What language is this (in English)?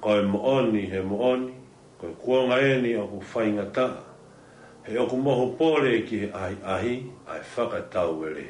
Tongan